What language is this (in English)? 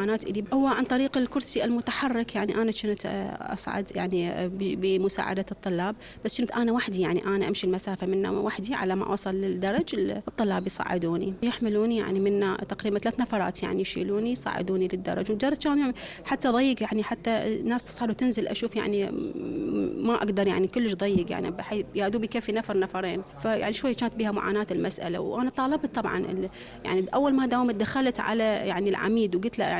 Mesopotamian Arabic